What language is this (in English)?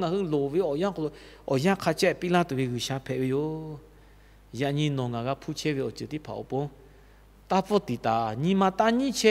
Lahu